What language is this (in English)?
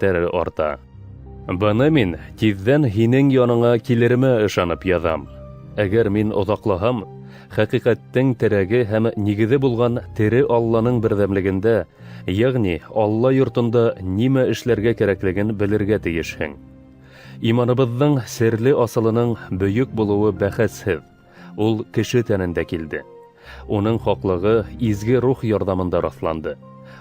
Bashkir